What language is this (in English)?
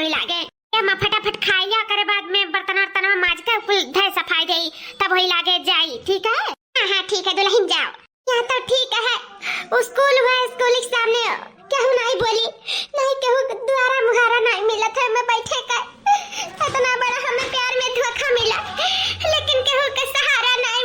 Awadhi